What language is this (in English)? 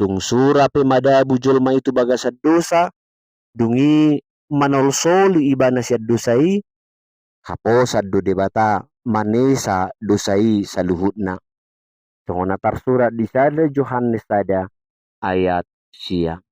Batak Toba